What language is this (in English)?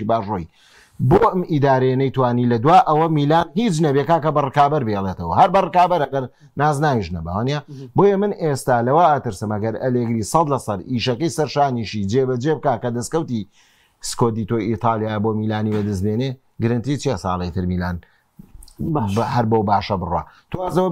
Central Kurdish